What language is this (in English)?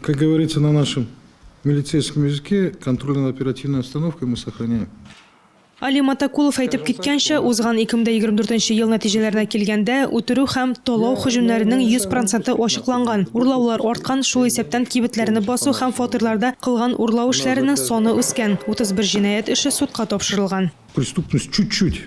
Tatar